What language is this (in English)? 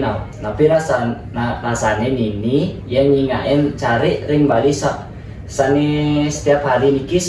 Balinese